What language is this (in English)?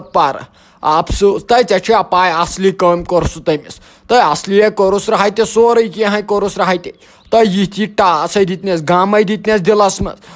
Kashmiri